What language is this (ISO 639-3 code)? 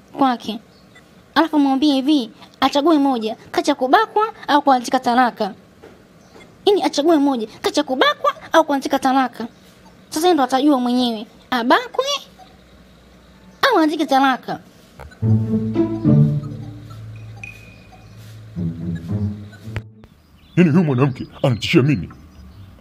swa